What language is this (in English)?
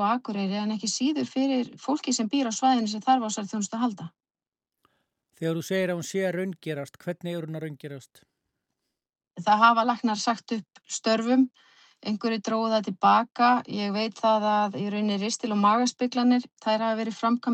Icelandic